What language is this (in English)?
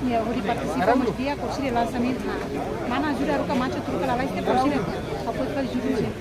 Tetum